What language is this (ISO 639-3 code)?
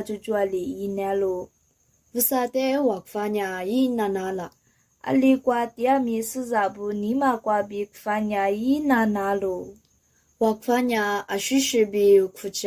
lis